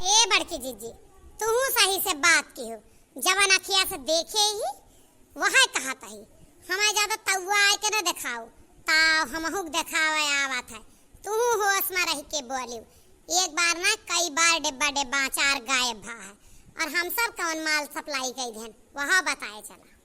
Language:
Awadhi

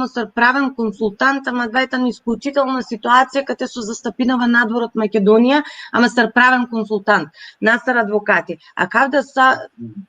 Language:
Balkan Romani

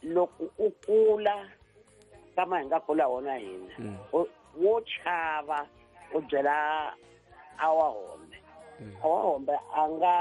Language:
Tsonga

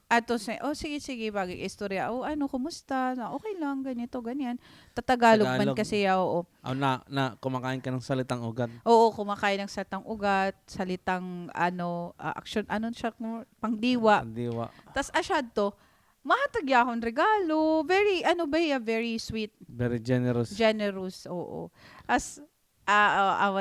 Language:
Waray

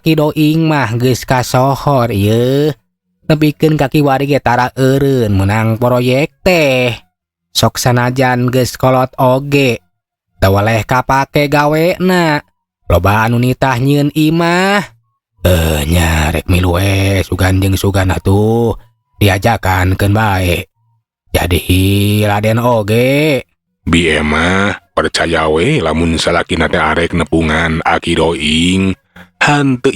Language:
Sundanese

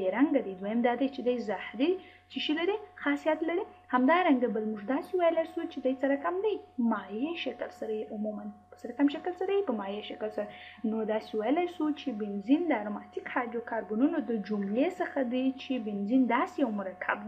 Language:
Pashto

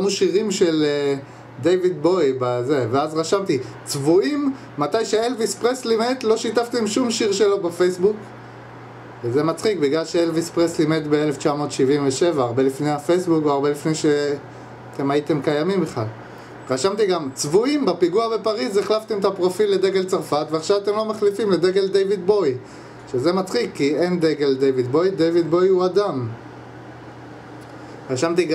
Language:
Hebrew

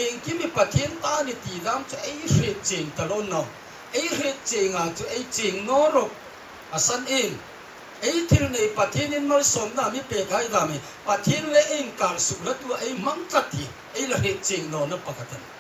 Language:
Hmar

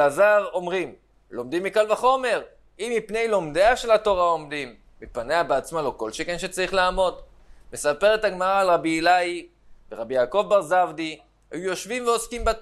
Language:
Hebrew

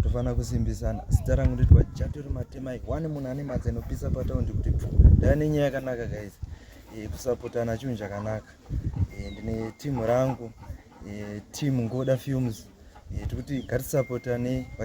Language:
Shona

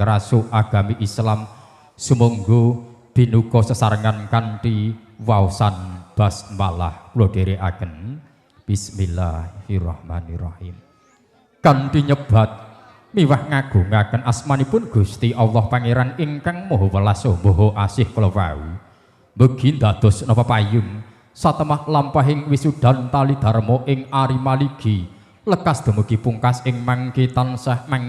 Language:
Javanese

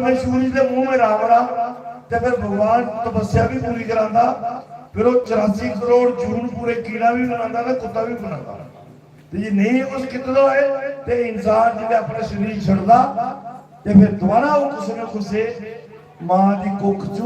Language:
Dogri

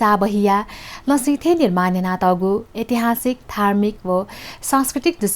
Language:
Newari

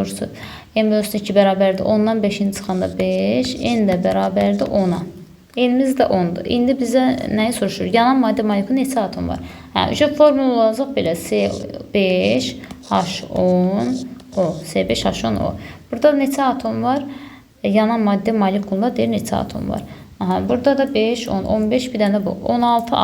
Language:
Azerbaijani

